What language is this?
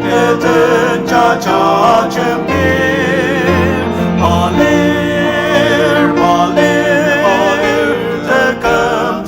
Ao Naga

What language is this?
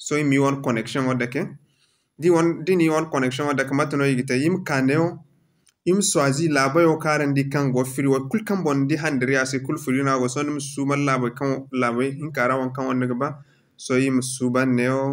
Zarma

